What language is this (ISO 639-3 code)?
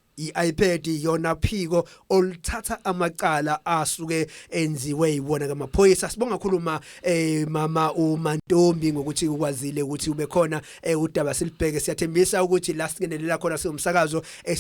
zul